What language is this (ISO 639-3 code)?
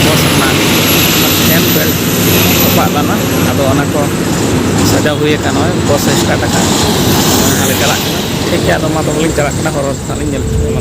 sat